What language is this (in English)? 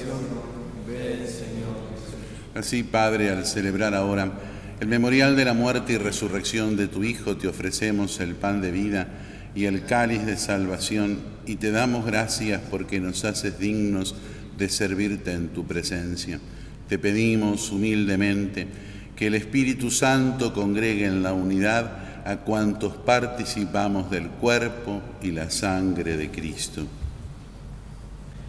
Spanish